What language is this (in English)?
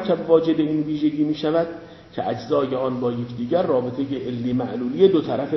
Persian